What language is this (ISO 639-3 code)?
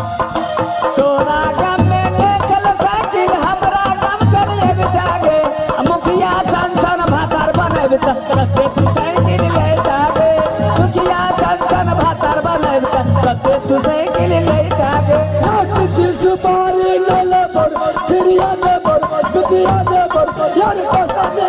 mai